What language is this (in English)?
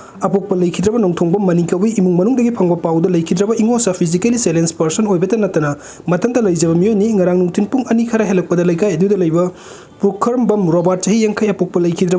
Manipuri